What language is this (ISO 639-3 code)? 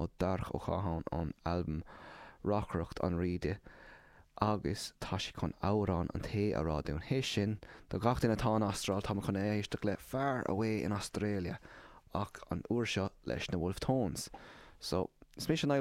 gle